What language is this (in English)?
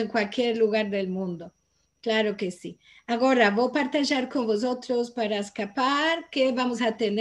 Ladino